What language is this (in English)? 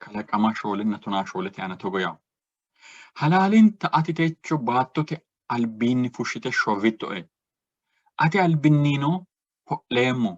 Sidamo